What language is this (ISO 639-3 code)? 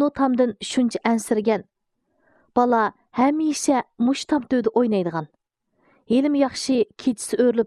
uig